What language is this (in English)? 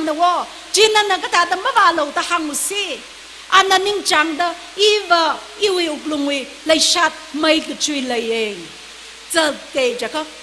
Tangkhul Naga (India)